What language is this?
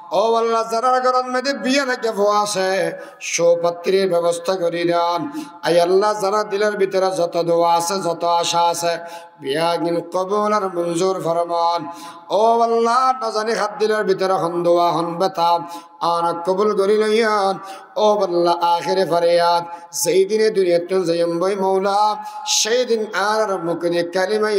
Rohingya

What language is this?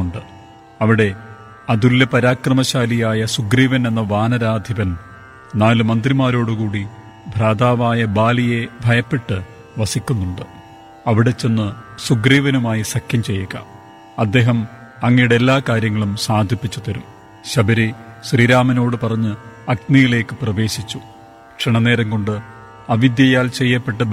Malayalam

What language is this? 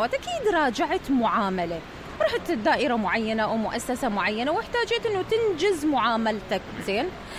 Mesopotamian Arabic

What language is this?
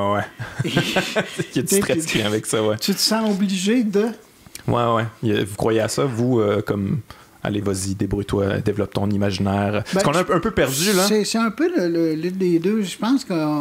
French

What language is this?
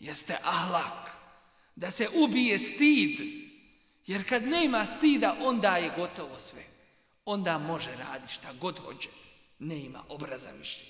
Bosnian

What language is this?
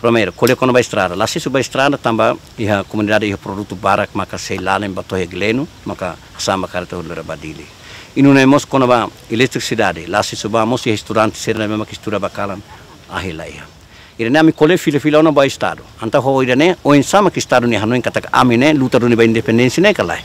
Tetum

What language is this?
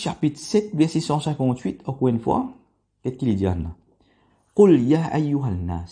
Morisyen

